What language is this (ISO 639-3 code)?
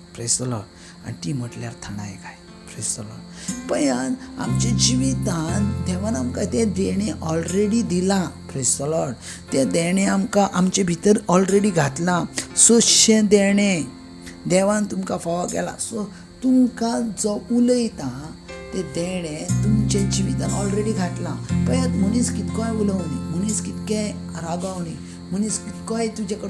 kok